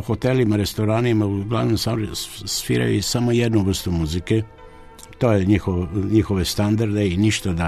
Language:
Serbian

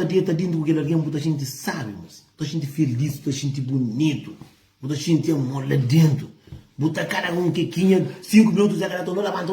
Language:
Kabuverdianu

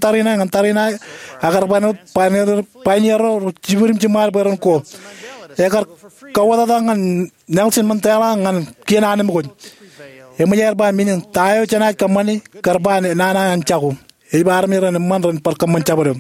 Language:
Marshallese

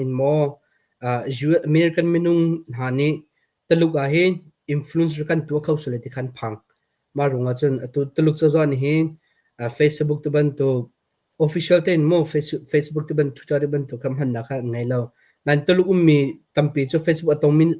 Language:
Hakha Chin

